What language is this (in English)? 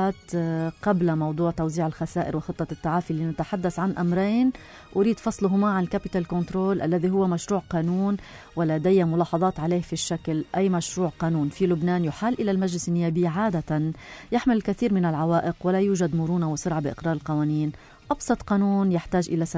North Levantine Arabic